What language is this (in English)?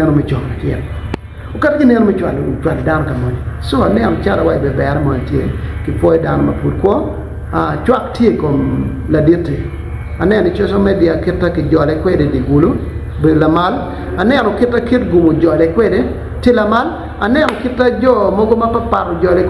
Acoli